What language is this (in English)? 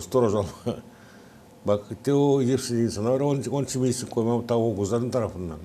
Gagauz